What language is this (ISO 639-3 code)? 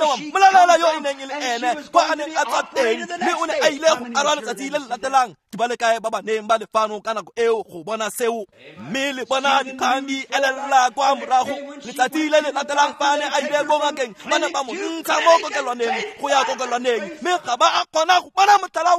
tsn